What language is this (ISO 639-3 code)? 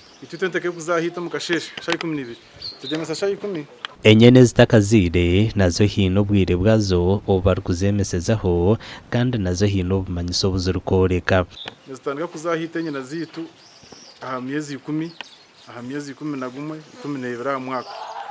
nyn